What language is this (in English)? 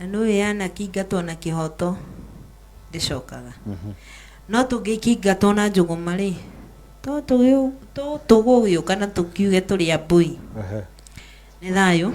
Kikuyu